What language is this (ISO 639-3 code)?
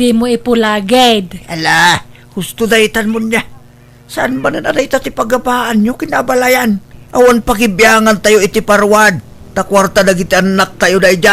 ilo